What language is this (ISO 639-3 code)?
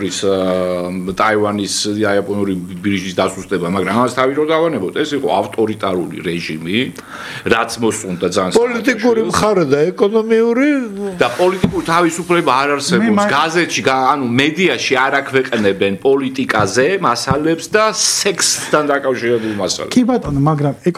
kat